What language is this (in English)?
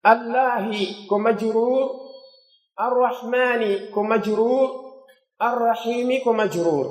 Pular